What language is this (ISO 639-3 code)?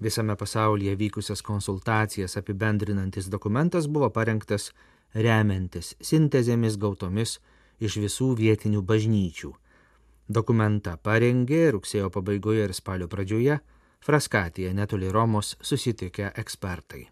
lit